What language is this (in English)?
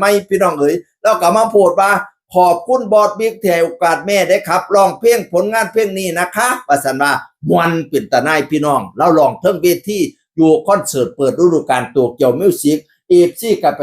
Northeastern Thai